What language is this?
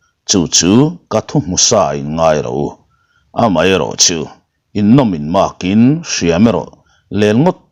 Mizo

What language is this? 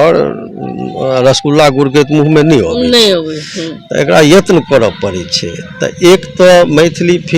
Maithili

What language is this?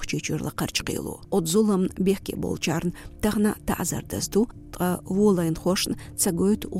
Chechen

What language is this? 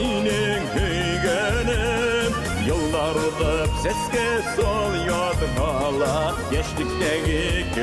Bashkir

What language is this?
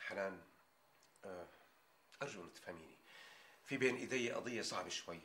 North Levantine Arabic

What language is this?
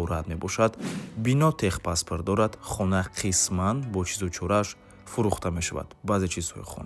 Tajik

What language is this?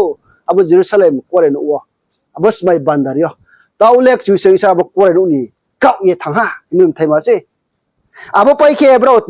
Riang (India)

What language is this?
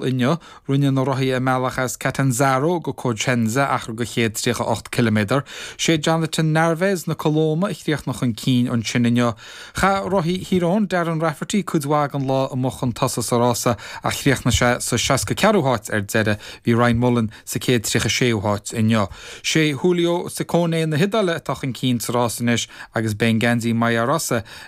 Irish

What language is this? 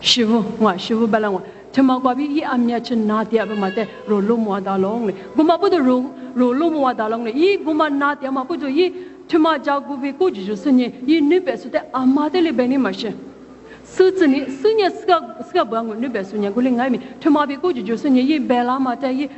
Lisu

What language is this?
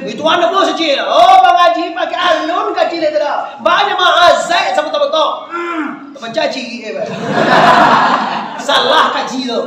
Minangkabau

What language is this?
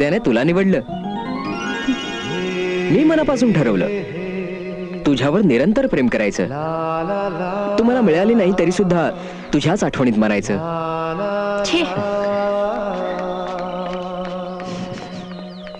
Marathi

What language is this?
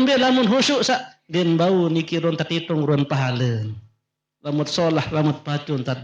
Sasak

